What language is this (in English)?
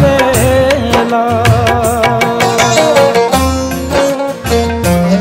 Bhojpuri